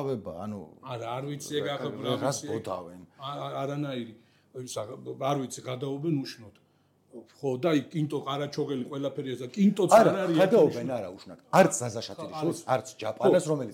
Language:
Georgian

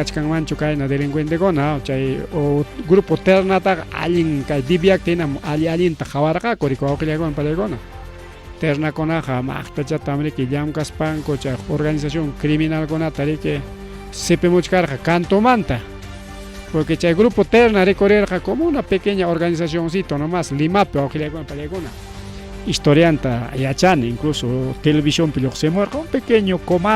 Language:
Ayacucho Quechua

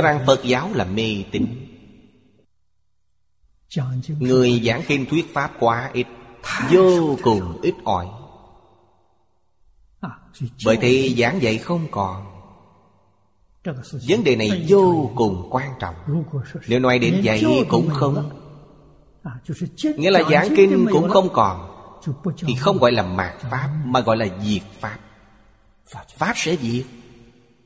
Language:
Vietnamese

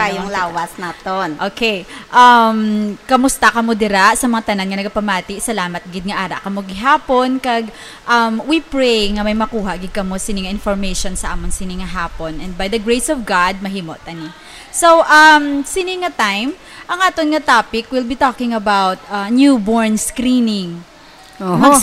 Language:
Hiligaynon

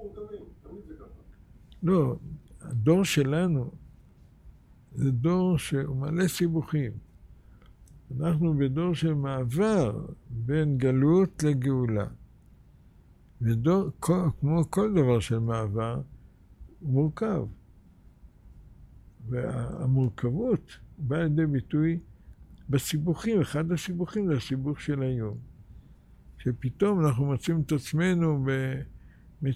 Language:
Hebrew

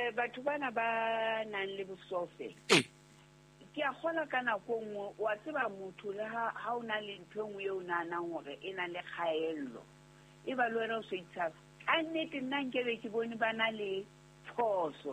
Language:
Southern Sotho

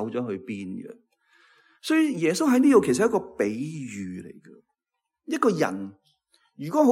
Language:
Cantonese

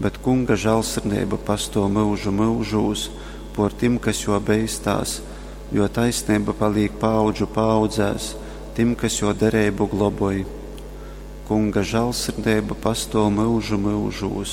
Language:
Latgalian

